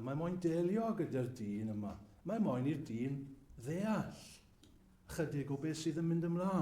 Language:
Welsh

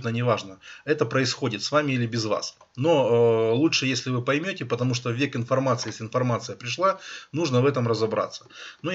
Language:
Russian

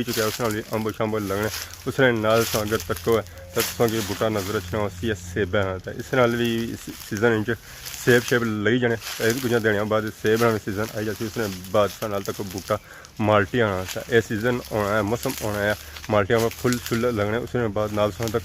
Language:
Pahari-Potwari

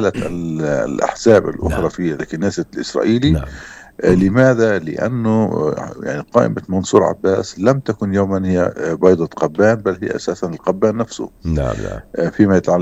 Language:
North Levantine Arabic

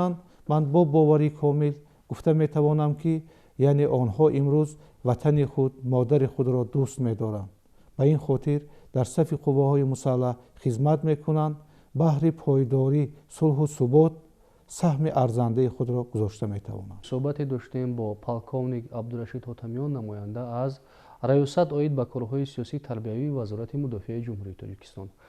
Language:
Tajik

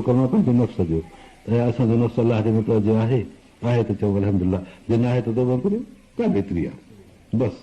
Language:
Sindhi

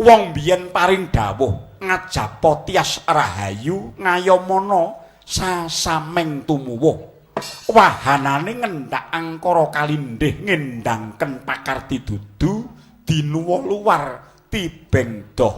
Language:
Javanese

